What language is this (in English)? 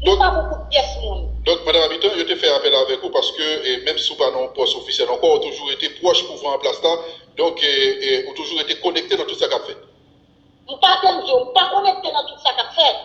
Haitian Creole